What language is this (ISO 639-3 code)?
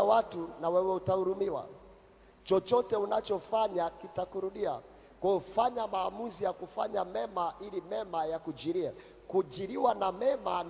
swa